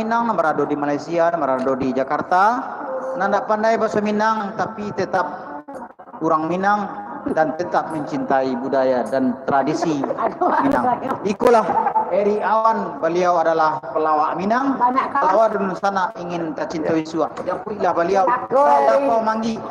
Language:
Minangkabau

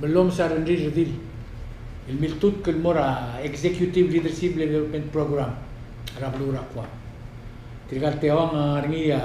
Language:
Palauan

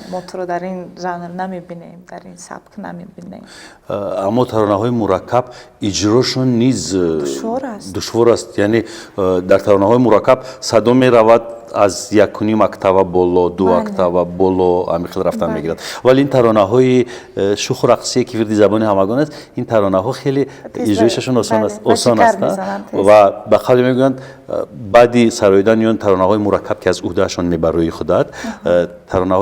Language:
Tajik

